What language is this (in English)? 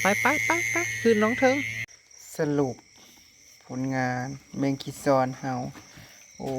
Northeastern Thai